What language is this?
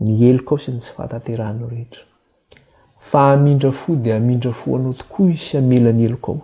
Malagasy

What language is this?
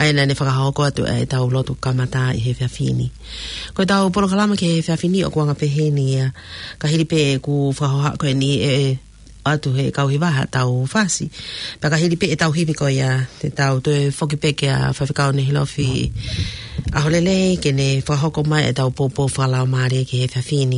Tongan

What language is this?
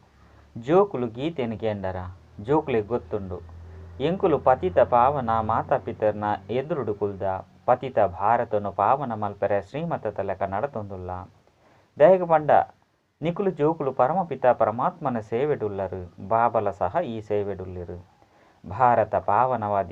Tulu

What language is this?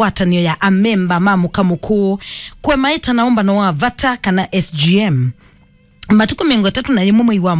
Kamba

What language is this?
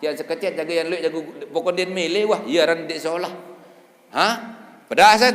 Sasak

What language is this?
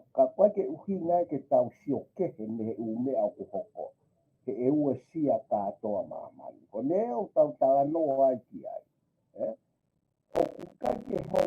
Tongan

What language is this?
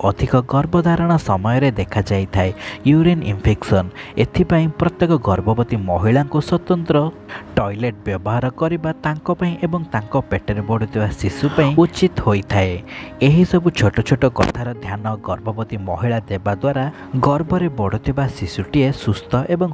Odia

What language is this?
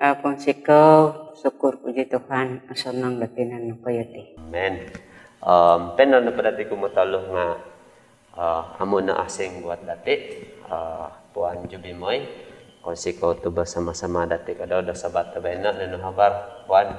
Central Dusun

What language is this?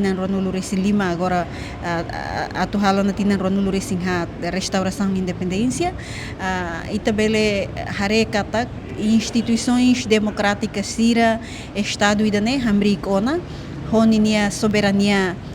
Tetum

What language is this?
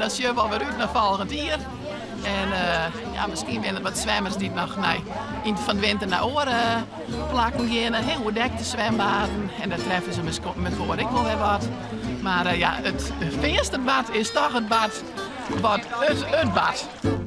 Western Frisian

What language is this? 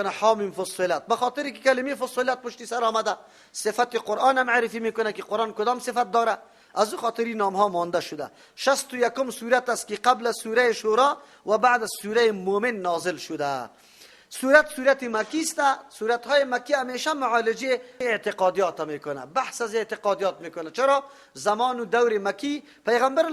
Persian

